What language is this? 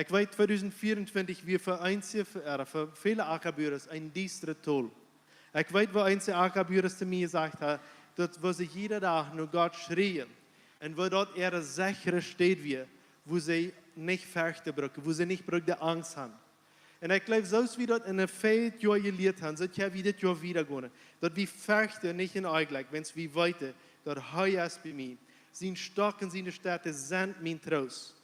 Plautdietsch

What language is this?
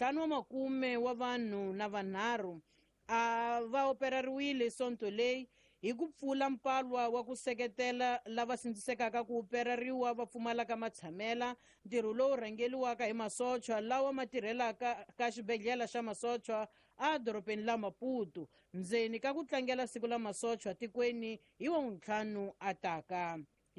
Tsonga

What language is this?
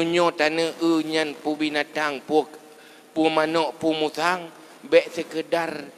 Achinese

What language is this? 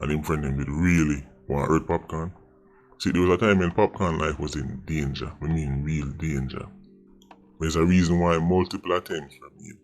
Jamaican Creole English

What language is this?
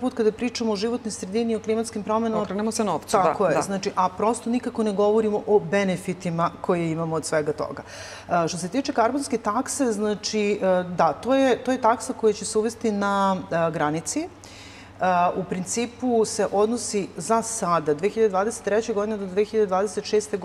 Serbian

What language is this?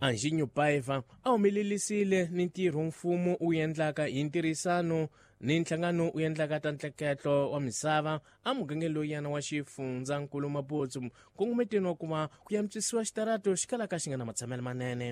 Tsonga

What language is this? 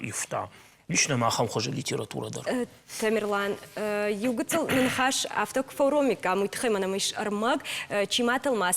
Ossetic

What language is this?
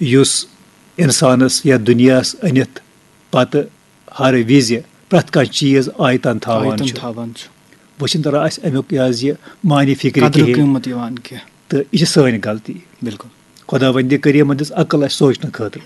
Kashmiri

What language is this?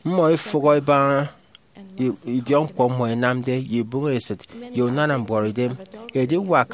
Efik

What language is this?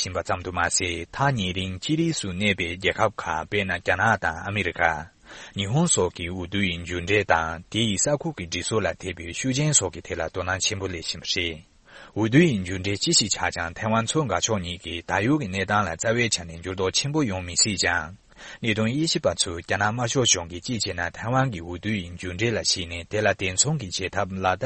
Tibetan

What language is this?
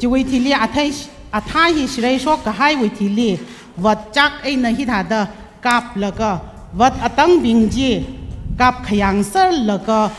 Tangkhul Naga (India)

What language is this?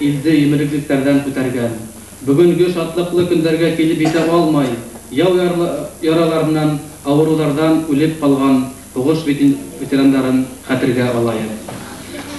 Bashkir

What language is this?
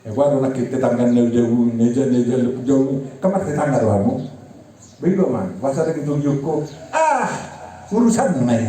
Batak Toba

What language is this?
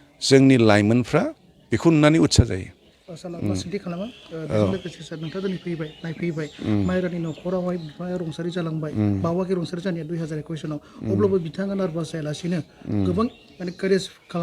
Bodo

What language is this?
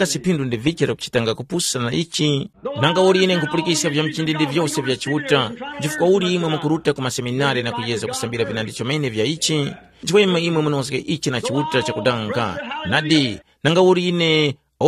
Tumbuka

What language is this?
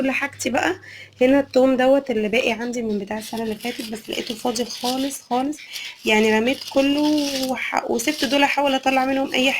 Egyptian Arabic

